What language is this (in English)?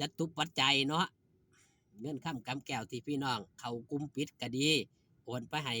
Northeastern Thai